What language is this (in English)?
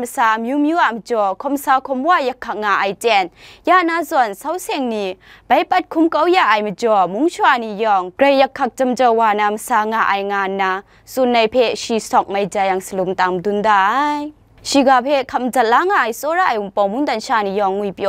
Kachin